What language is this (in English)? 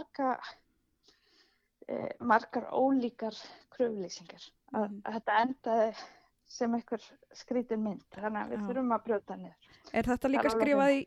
Icelandic